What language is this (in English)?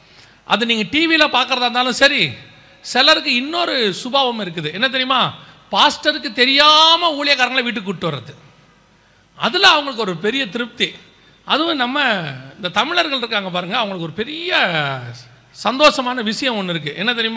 Tamil